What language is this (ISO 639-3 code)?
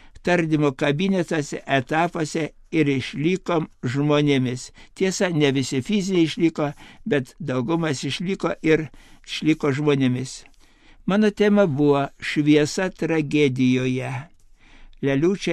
lit